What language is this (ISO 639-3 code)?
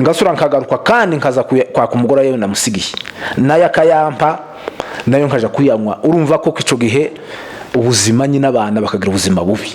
kin